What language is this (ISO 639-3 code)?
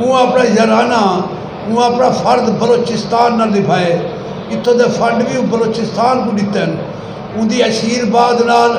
skr